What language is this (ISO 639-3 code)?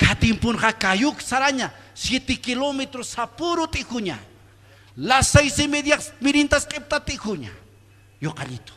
aym